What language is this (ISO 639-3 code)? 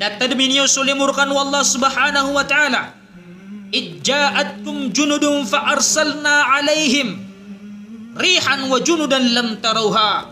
mrw